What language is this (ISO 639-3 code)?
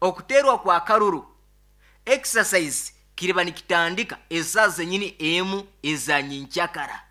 nyo